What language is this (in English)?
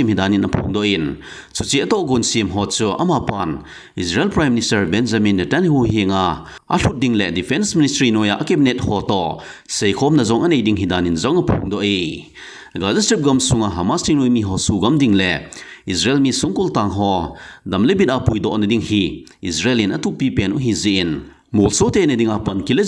Thado Chin